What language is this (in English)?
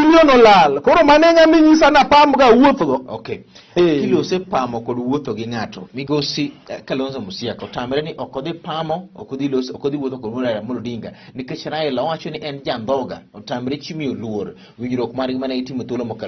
Luo (Kenya and Tanzania)